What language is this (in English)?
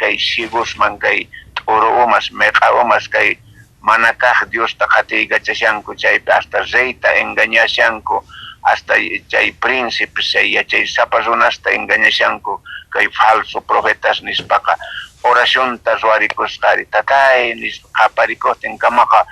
South Bolivian Quechua